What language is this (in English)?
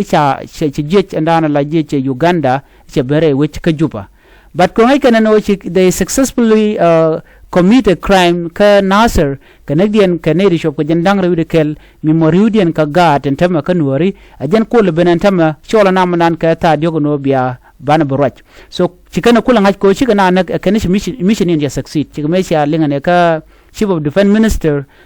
Nuer